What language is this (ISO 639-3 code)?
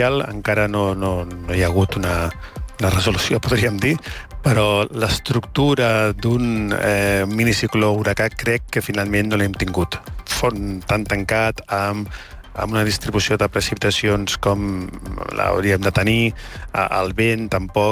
cat